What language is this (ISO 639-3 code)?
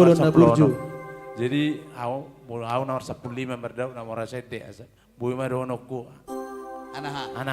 bbc